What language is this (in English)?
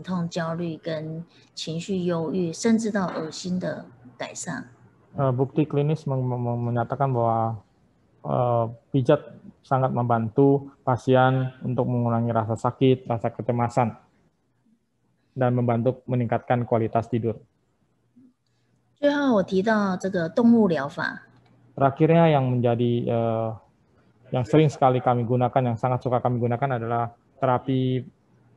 Indonesian